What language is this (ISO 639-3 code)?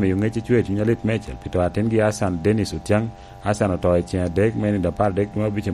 laj